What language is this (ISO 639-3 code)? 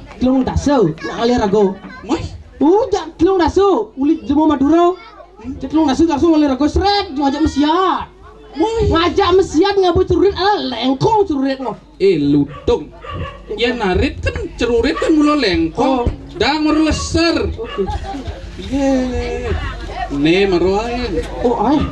ban